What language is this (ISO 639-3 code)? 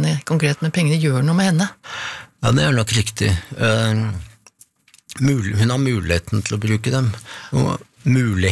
nor